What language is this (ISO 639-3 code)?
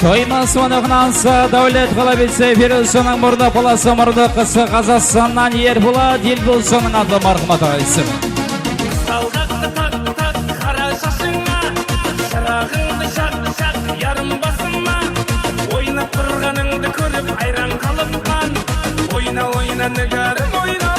kaa